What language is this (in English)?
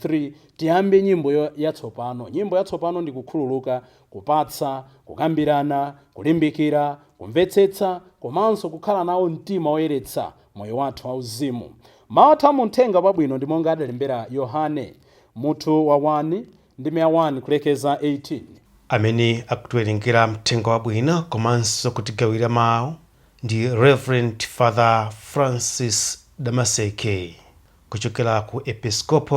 Nyanja